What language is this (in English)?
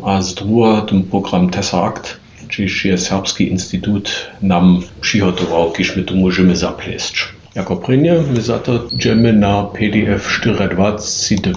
Upper Sorbian